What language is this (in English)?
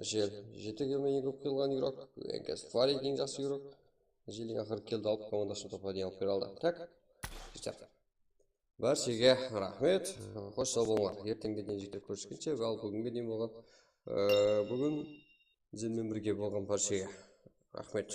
Kara-Kalpak